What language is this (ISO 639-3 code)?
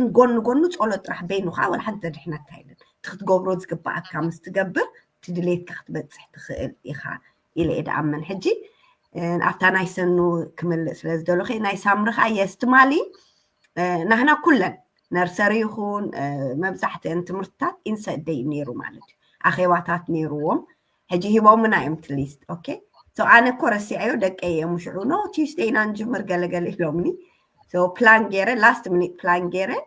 tir